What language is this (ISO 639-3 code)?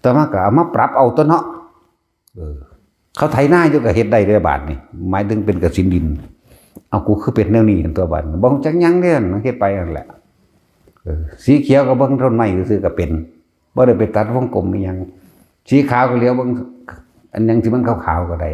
tts